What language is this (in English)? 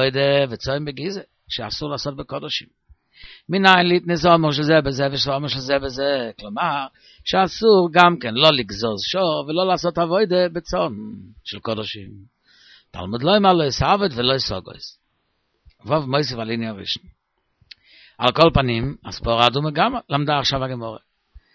Hebrew